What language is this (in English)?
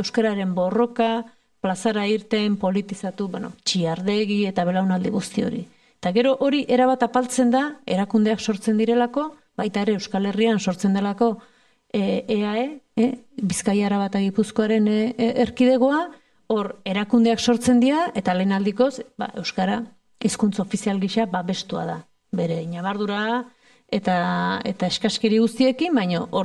Basque